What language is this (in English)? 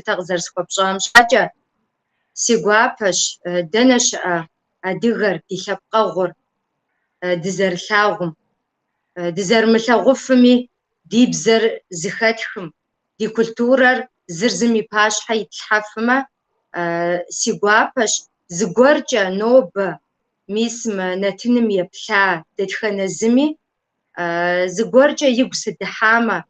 Kabardian